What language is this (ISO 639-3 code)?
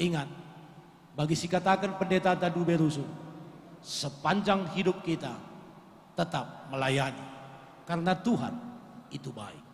btx